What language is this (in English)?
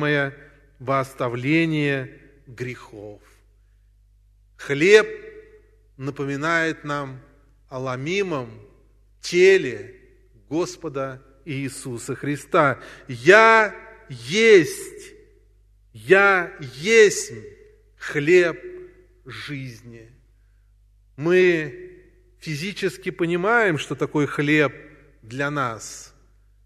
Russian